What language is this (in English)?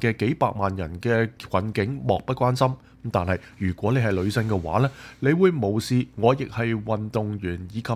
Cantonese